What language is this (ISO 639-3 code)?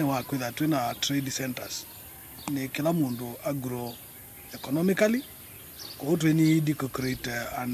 kam